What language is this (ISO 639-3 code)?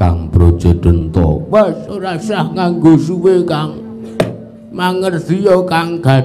jav